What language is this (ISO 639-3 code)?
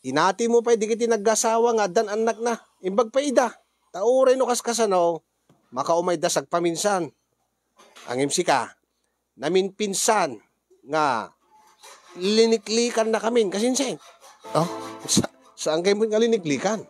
ilo